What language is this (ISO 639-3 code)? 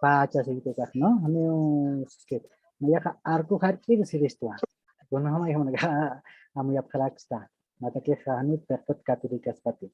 aym